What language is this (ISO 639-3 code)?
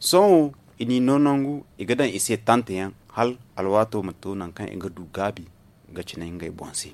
dje